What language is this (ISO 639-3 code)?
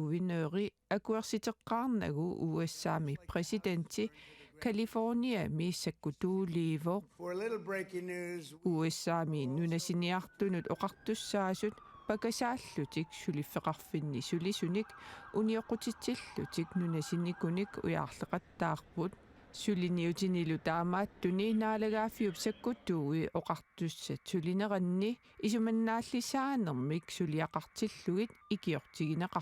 kal